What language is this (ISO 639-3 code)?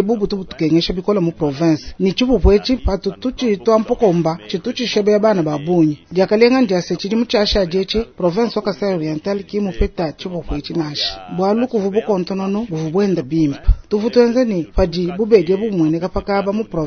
lua